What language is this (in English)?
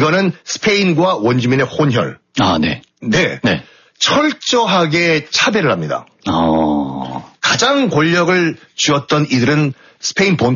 Korean